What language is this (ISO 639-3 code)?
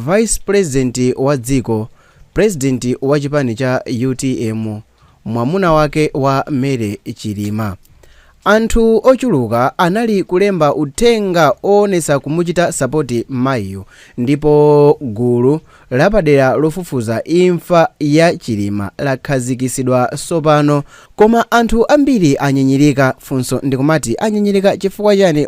nya